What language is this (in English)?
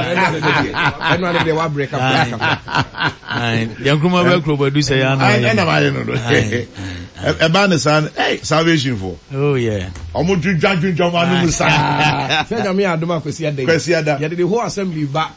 Akan